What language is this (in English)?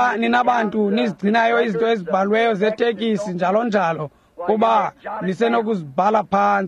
Xhosa